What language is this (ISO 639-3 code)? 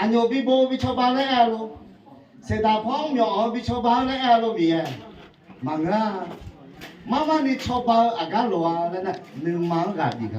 ahk